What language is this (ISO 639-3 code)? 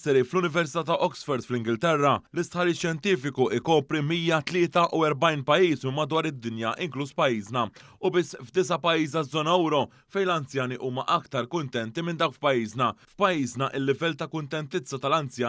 mlt